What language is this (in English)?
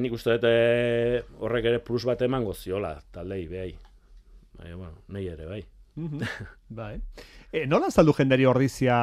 Basque